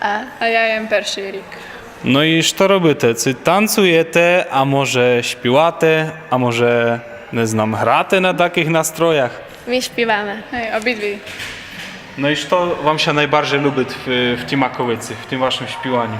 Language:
Rusyn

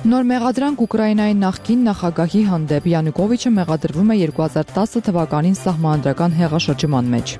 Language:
Armenian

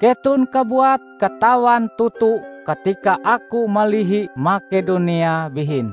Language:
Ngaju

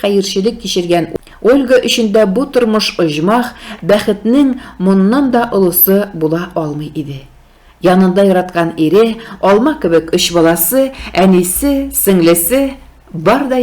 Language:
Tatar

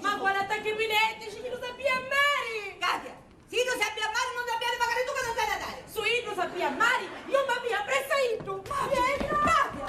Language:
Sicilian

